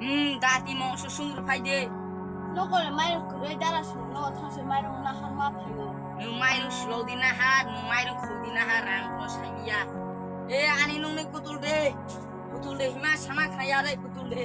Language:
Kok Borok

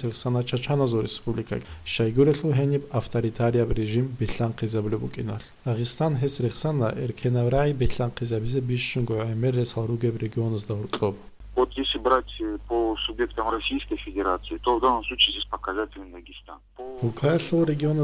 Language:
Avaric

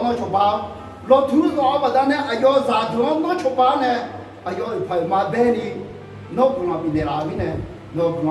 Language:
Akha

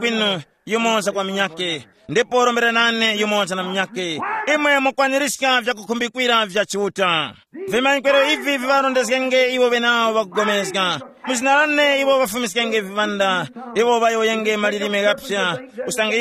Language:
Tumbuka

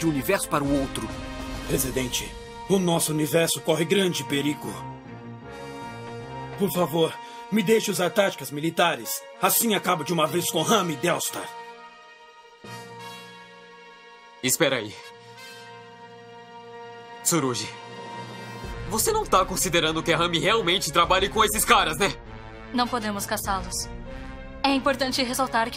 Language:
Portuguese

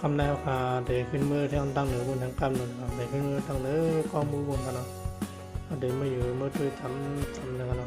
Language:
Shan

